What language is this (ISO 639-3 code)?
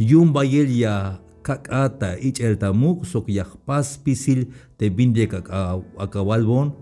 tzh